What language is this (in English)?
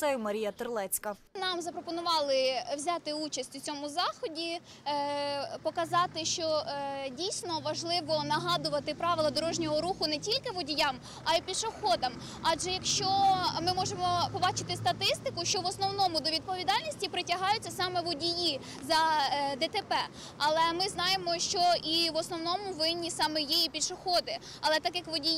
Ukrainian